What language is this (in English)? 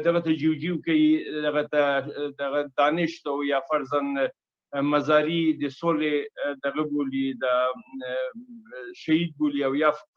Pashto